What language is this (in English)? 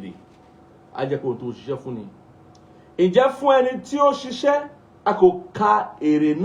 Yoruba